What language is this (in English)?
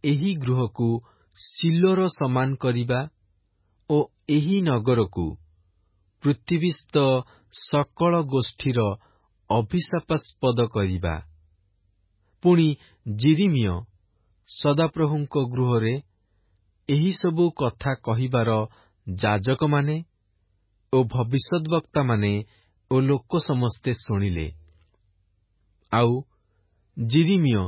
Odia